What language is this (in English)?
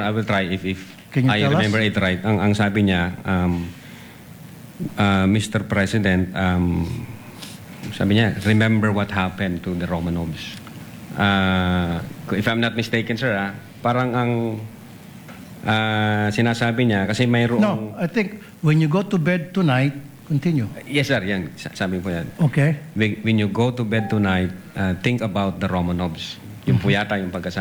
Filipino